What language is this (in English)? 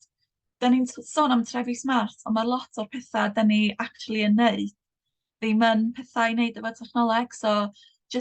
Welsh